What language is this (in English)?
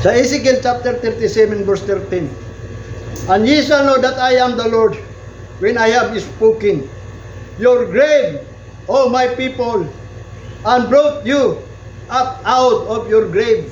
Cebuano